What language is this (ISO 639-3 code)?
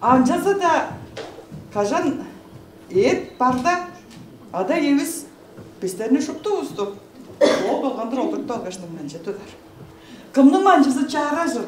tyv